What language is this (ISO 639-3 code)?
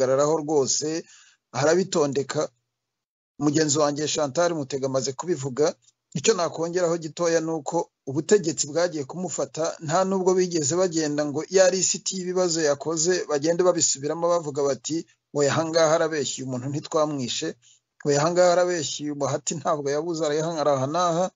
kin